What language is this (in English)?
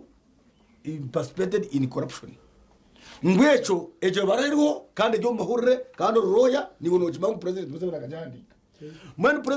Nyankole